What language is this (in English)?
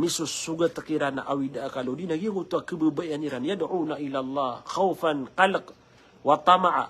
Maranao